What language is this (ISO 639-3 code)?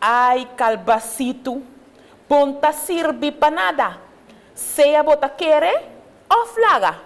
pap